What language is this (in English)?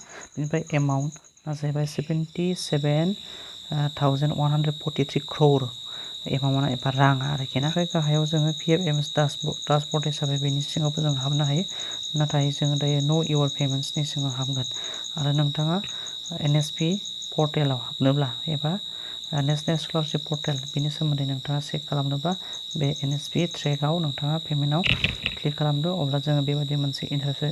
Bodo